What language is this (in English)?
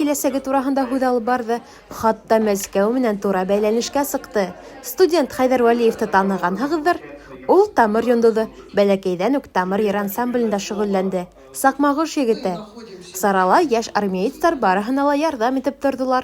Bashkir